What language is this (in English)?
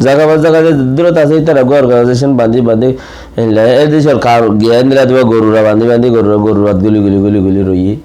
Rohingya